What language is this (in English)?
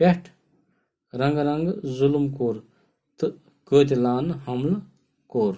Kashmiri